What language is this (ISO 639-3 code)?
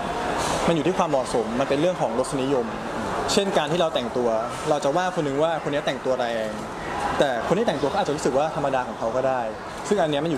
tha